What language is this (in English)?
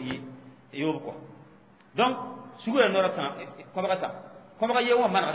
Mossi